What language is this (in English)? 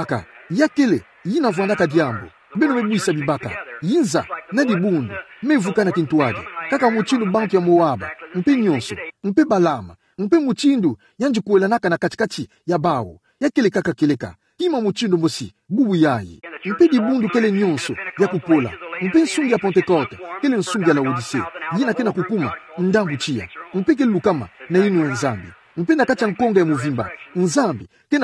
Kituba (Democratic Republic of Congo)